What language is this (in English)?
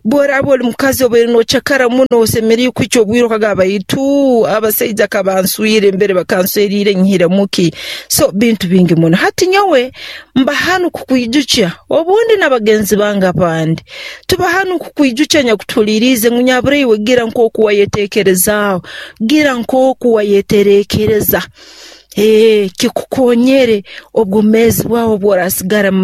Nyoro